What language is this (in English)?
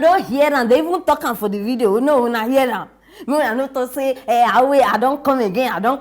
Nigerian Pidgin